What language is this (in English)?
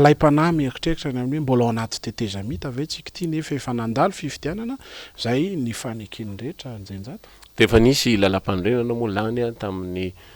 Malagasy